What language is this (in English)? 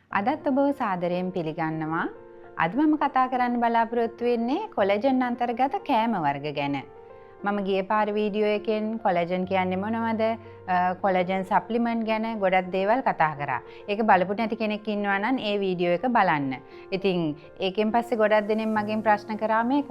Sinhala